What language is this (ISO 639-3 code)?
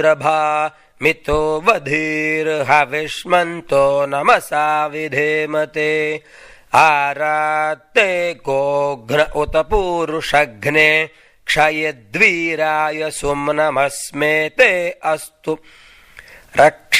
san